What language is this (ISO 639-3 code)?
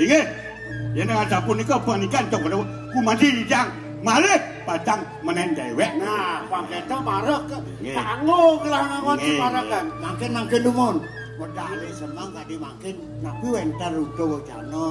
ban